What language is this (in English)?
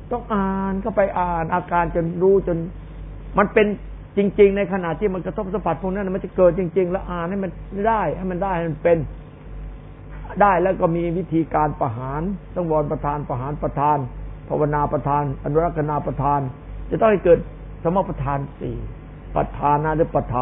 Thai